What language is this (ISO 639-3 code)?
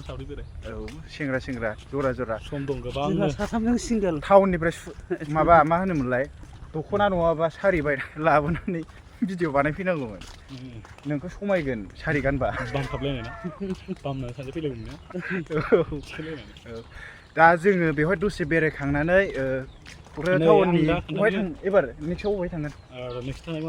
brx